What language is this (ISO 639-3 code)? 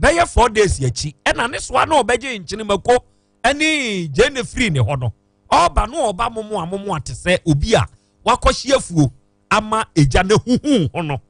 aka